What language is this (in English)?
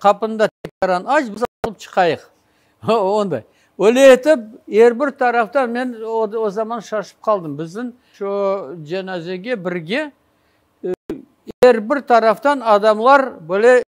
Crimean Tatar